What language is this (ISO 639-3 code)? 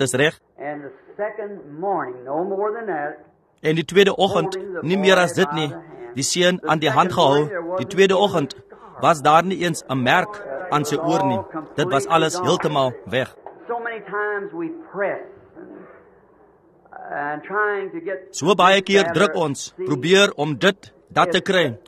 afr